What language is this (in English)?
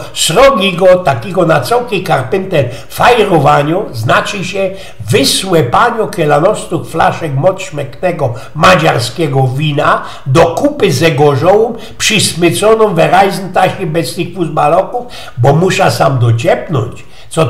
Silesian